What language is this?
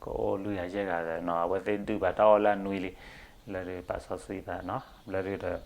S'gaw Karen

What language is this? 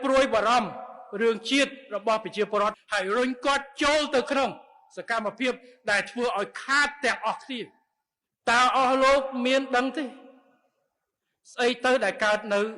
Khmer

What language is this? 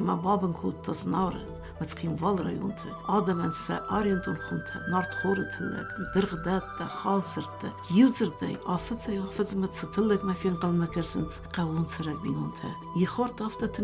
Ossetic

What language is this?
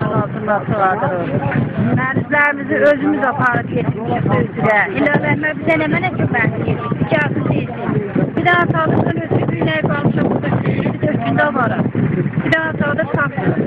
South Azerbaijani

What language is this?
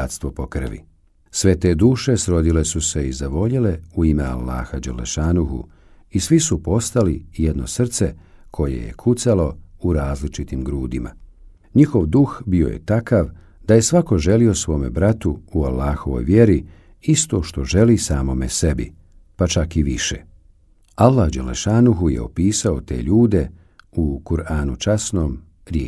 Bosnian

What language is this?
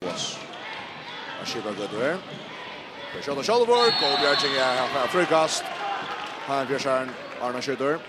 Faroese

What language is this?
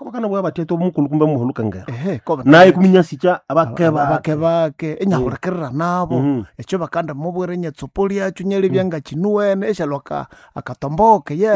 Nande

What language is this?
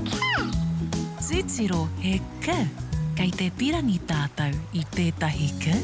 Māori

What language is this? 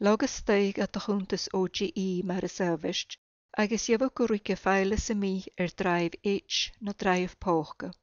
Scottish Gaelic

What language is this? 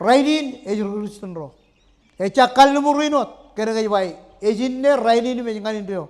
Marshallese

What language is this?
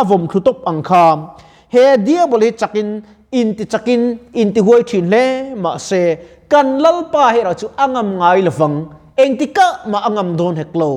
Mizo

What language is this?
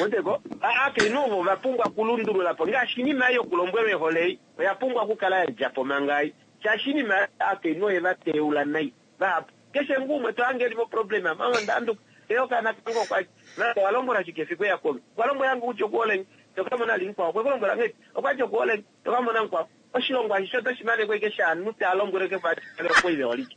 Kuanyama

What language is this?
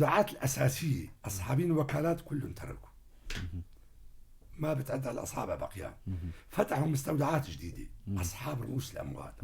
North Levantine Arabic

